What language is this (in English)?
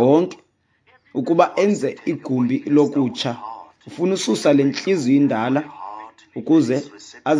Xhosa